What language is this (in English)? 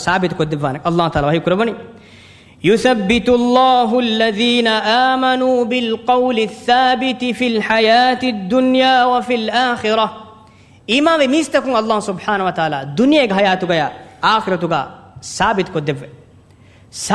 Divehi